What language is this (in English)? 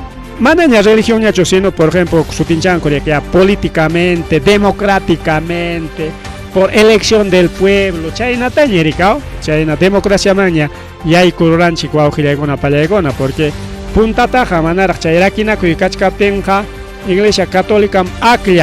Ayacucho Quechua